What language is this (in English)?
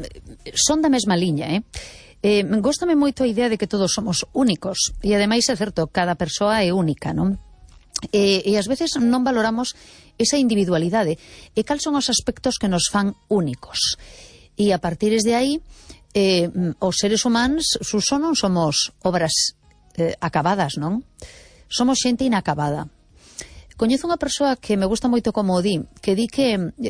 Galician